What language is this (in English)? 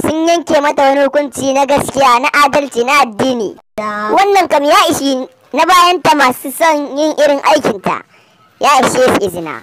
Hausa